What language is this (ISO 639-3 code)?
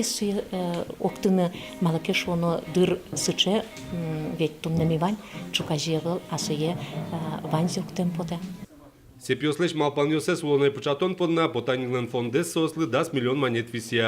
udm